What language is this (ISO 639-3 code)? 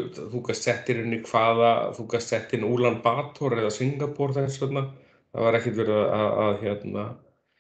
isl